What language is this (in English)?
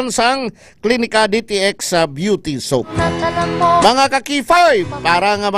Hiligaynon